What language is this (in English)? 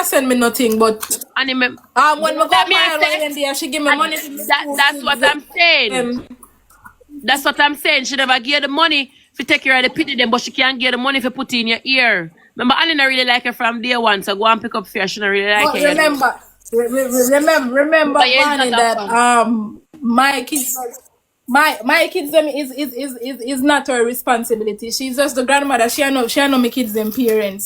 Jamaican Creole English